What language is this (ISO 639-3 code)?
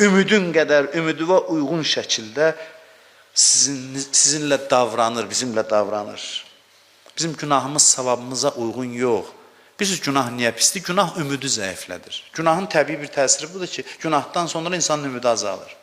aze